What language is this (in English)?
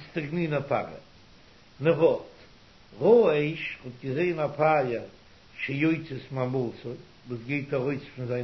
Yiddish